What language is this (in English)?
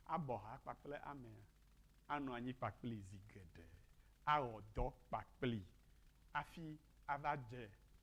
Ewe